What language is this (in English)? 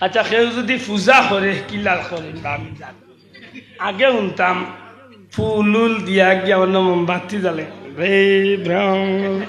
Sylheti